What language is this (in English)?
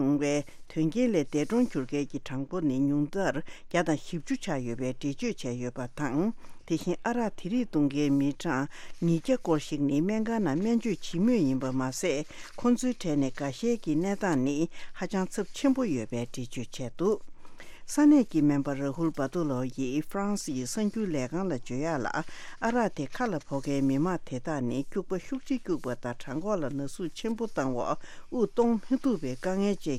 Tibetan